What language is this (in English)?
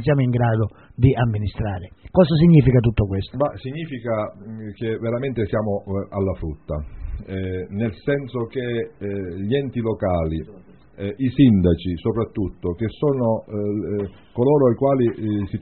Italian